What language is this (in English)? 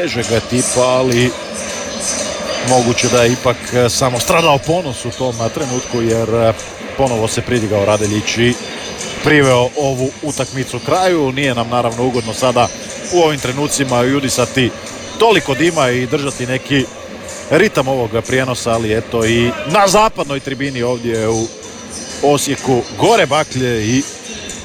Croatian